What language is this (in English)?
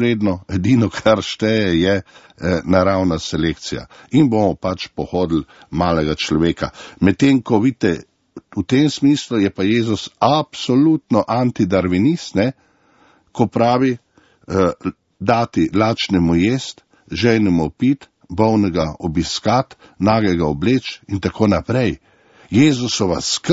Slovenian